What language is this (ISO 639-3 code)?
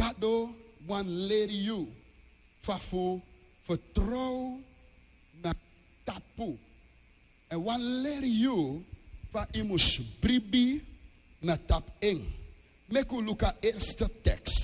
srn